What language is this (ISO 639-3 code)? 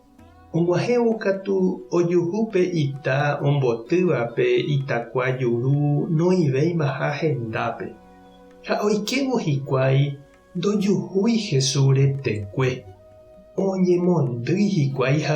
grn